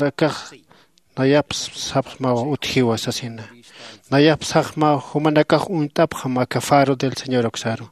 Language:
Aymara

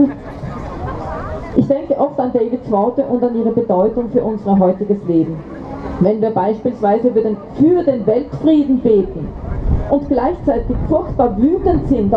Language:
German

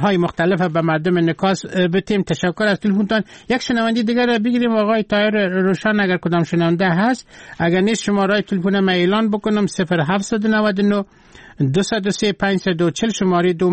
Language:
Persian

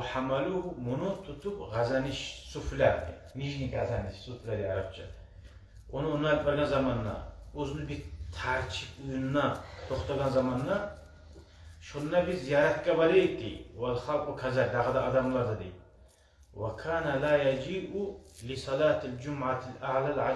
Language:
Kumyk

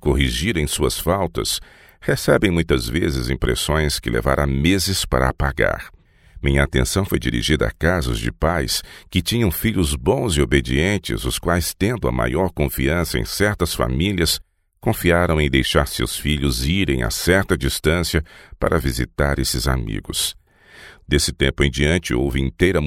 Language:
Portuguese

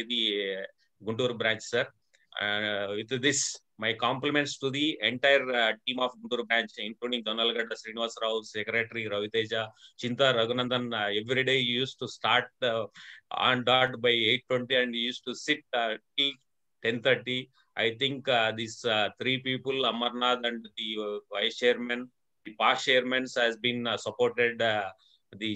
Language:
English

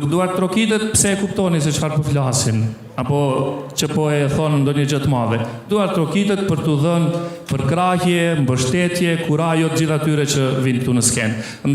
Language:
Albanian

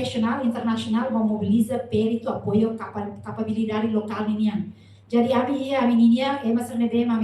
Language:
Tetum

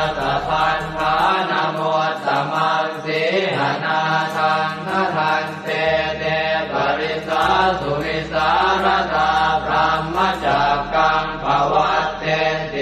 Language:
Pali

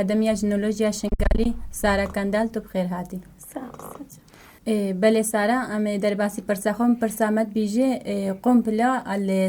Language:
Kurdish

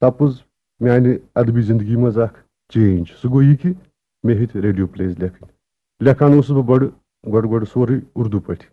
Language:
Kashmiri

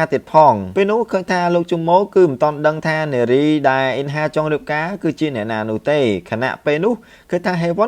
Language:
Khmer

